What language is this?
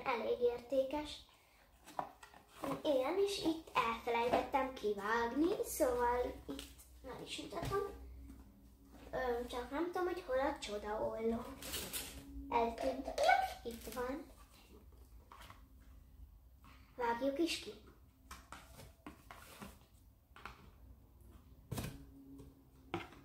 Hungarian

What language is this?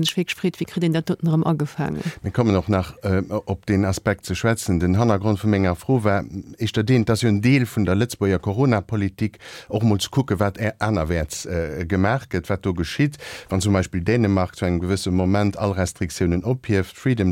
Luxembourgish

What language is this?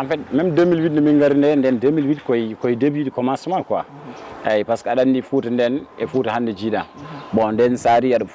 Fula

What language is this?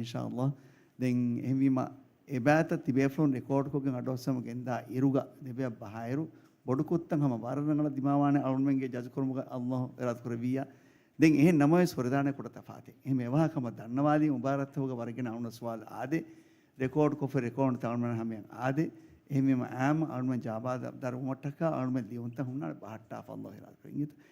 Divehi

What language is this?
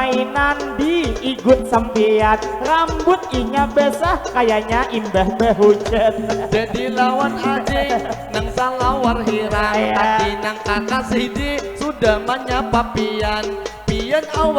Banjar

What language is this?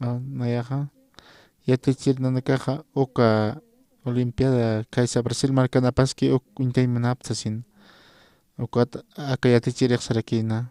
Aymara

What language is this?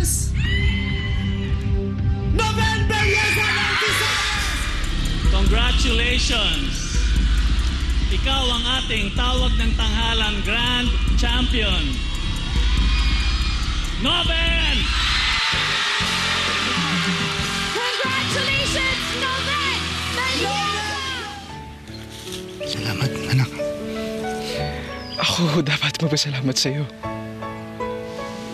Filipino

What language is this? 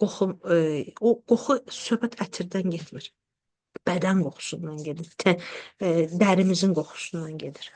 Azerbaijani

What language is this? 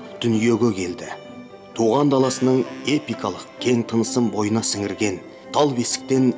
Kazakh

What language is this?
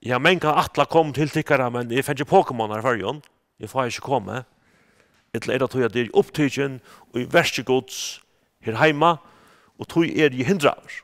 Faroese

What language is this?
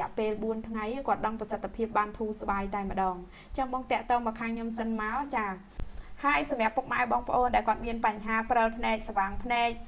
Khmer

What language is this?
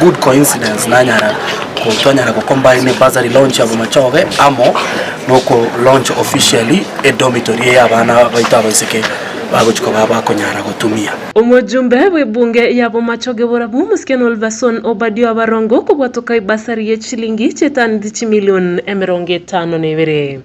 Gusii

